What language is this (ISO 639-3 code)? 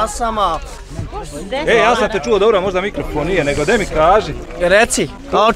bos